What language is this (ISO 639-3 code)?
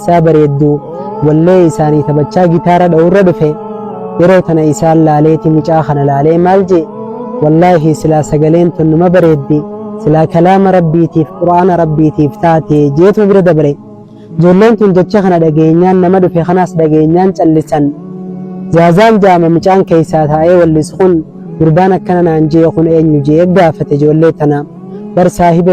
orm